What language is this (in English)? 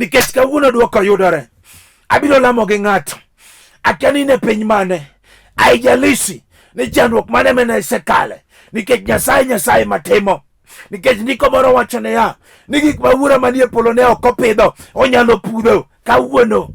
Luo (Kenya and Tanzania)